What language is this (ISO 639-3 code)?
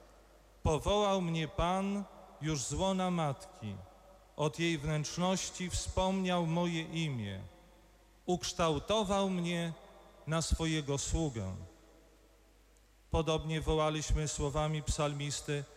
pol